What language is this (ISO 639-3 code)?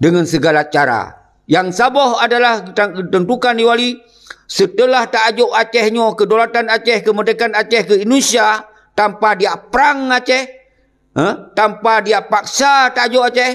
ace